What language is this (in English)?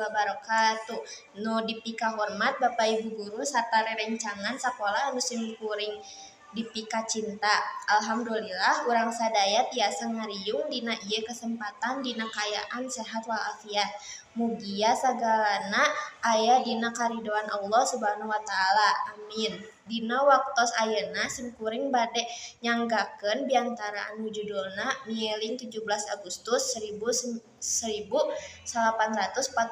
Sundanese